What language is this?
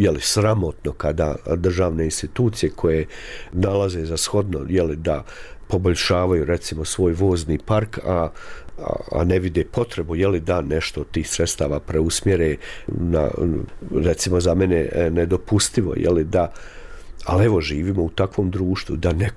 Bosnian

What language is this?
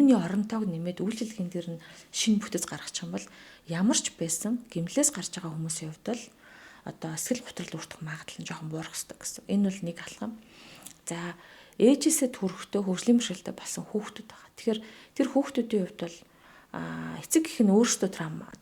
Mongolian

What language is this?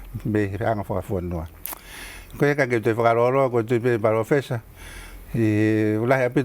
Tongan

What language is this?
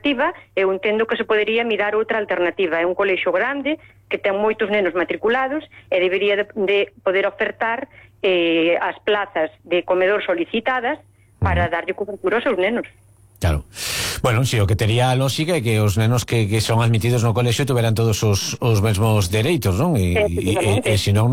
Galician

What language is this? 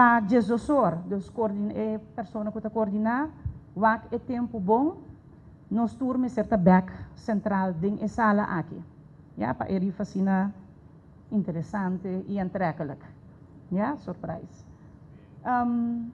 Papiamento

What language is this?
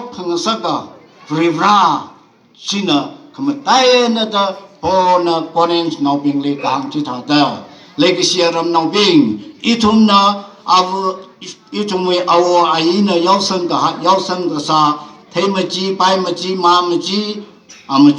Tangkhul Naga (India)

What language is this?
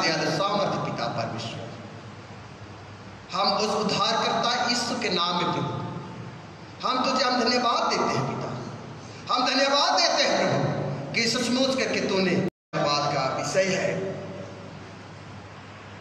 Hindi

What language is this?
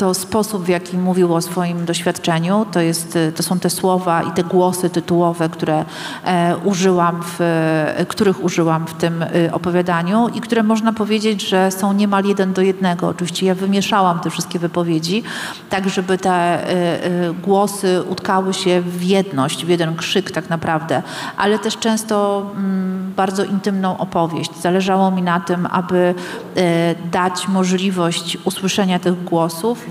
Polish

